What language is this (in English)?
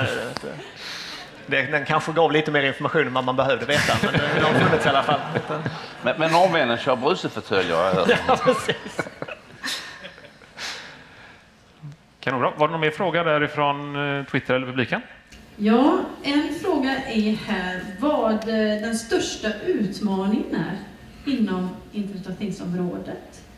Swedish